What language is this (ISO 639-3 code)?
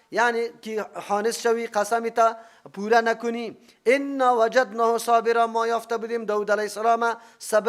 fas